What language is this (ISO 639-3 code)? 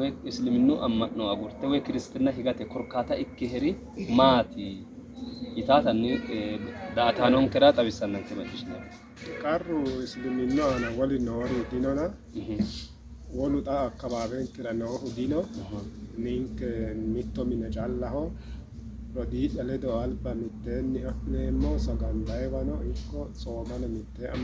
sid